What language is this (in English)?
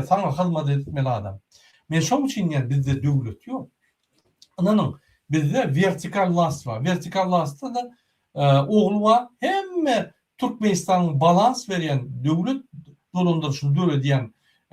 Turkmen